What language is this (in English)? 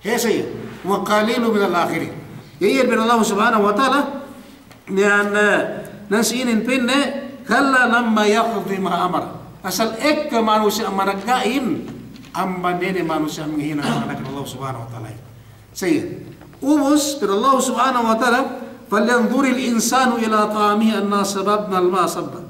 Yakan